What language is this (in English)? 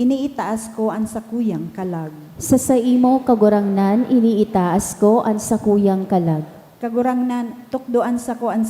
Bikol